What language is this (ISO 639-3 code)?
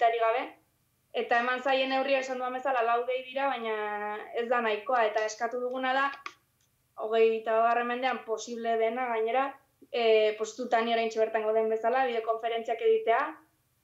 eus